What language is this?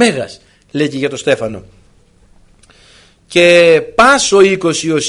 Greek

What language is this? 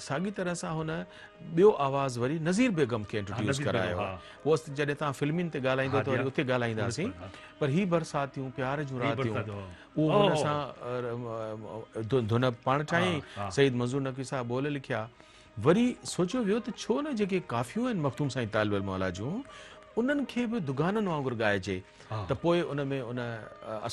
Sindhi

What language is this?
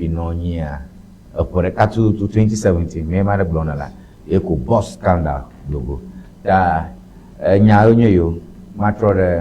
Ewe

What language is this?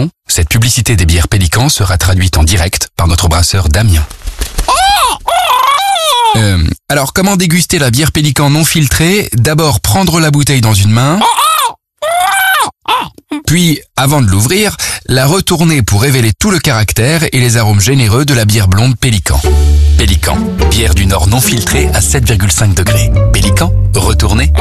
French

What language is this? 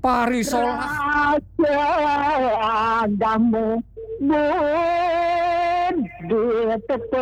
Balinese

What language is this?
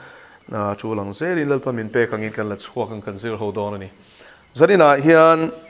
Mizo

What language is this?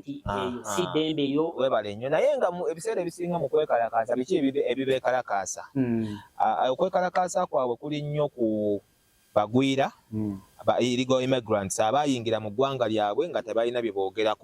Ganda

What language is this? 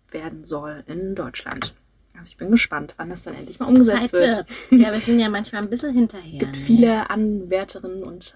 German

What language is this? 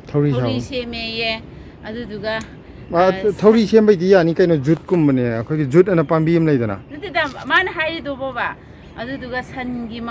Manipuri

